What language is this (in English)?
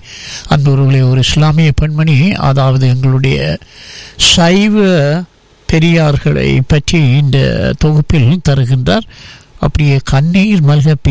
Tamil